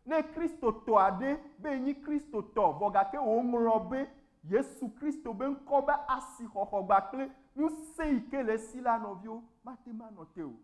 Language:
Ewe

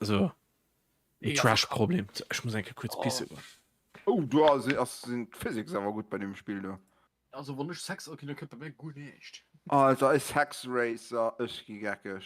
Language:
Luxembourgish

